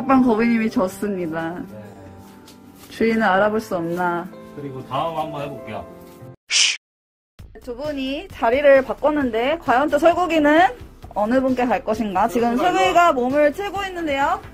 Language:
Korean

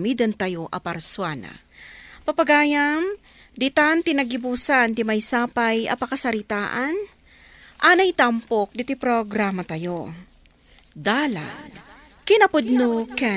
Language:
Iloko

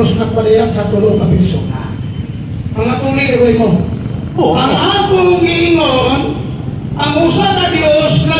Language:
Cebuano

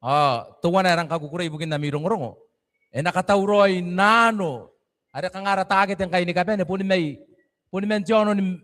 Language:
Gilbertese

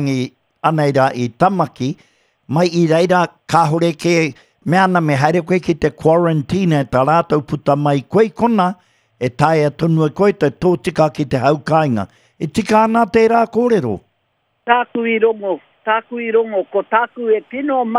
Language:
Māori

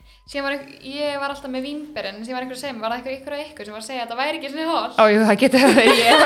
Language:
Icelandic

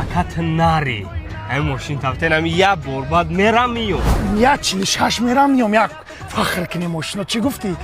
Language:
Tajik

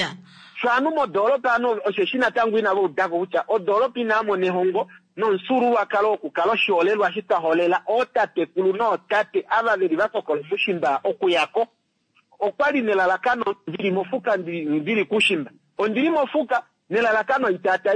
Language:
Kuanyama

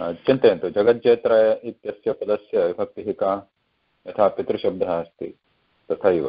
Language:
Sanskrit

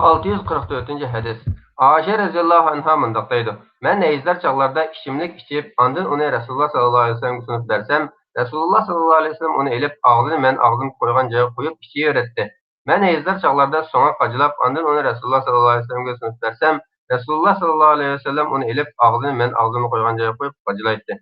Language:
Uyghur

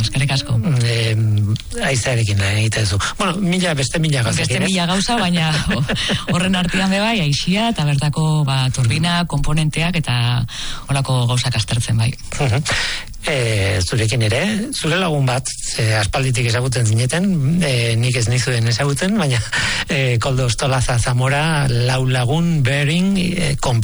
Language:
Basque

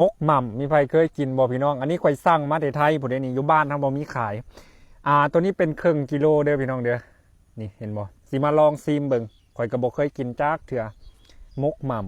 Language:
Lao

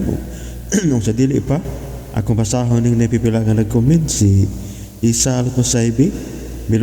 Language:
Cebuano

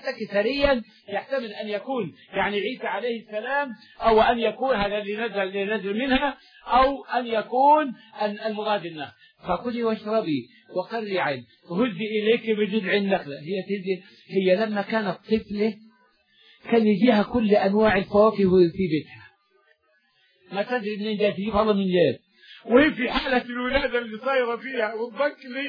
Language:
Arabic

